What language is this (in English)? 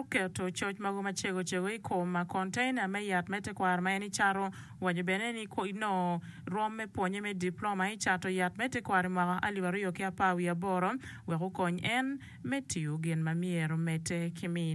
Acoli